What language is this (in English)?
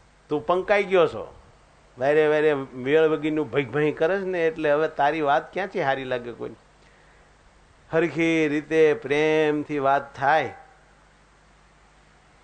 Gujarati